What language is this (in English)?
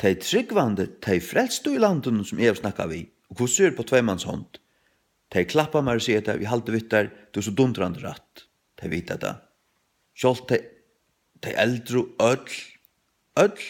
Faroese